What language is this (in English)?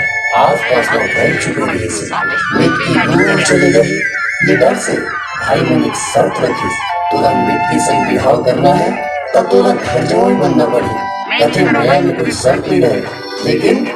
Chhattisgarhi